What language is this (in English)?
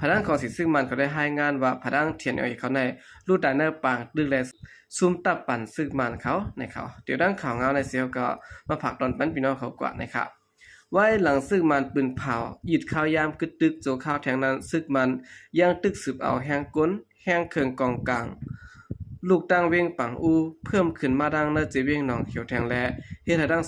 Shan